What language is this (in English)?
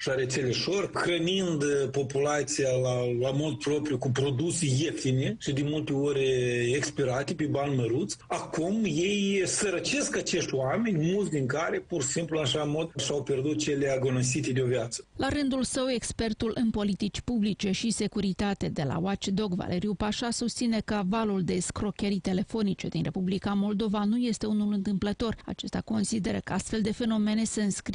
Romanian